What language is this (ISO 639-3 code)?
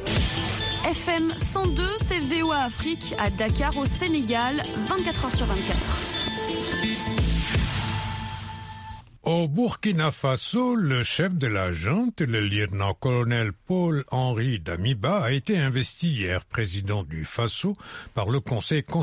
fra